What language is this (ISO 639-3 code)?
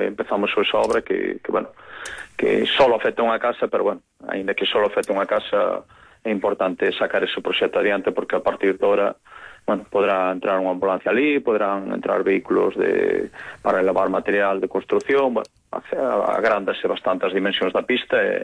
glg